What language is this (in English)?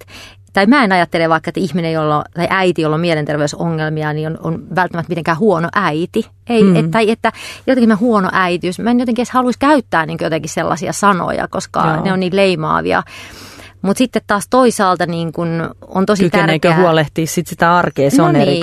Finnish